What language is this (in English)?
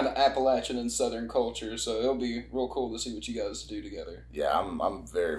English